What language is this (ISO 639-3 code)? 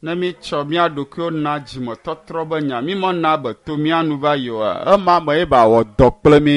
ewe